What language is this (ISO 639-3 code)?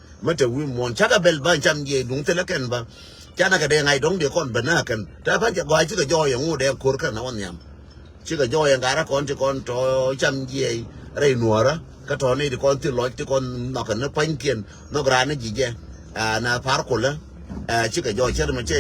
nus